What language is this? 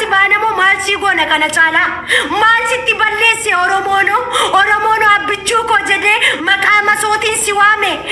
Oromo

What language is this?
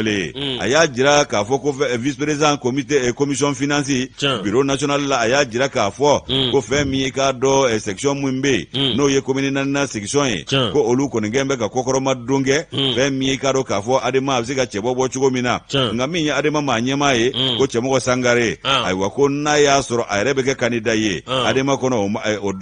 Bambara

